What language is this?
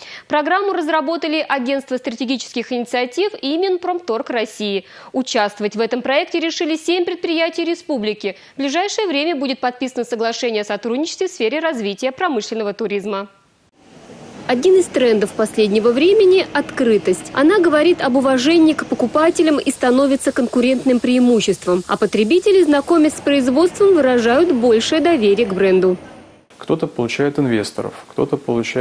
Russian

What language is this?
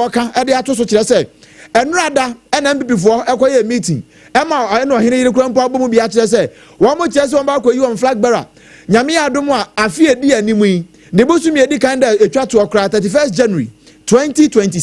Akan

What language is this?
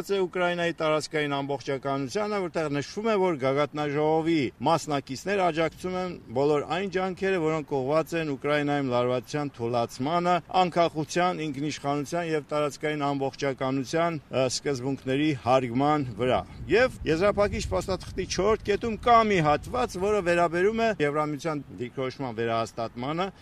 Armenian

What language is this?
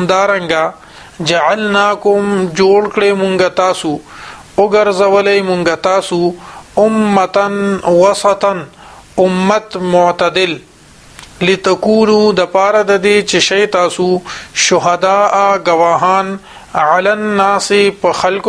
Pashto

